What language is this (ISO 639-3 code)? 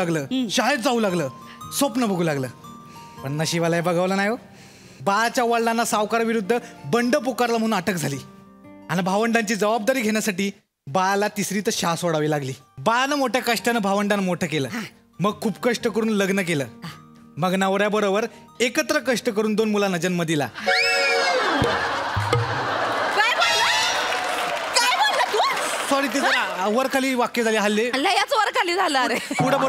mar